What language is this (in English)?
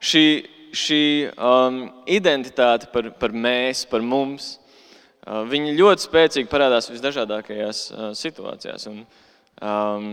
Latvian